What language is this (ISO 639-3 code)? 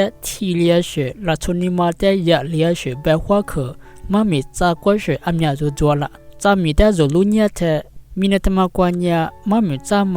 lis